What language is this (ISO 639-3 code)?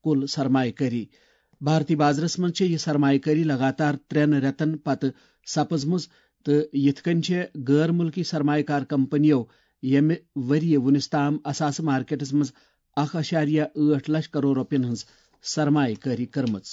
kas